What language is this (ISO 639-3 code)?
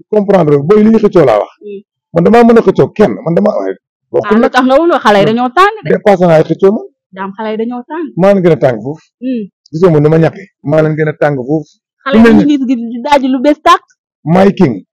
wol